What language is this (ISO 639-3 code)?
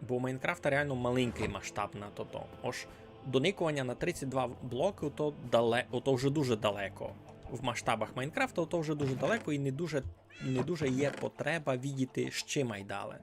rue